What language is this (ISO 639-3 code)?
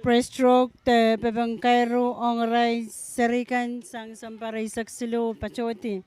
pon